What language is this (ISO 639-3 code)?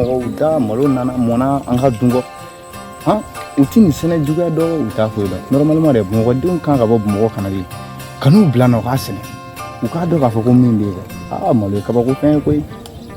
bam